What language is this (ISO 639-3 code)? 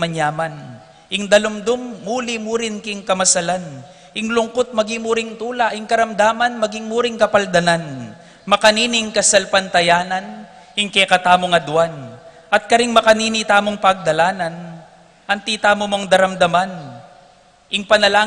pam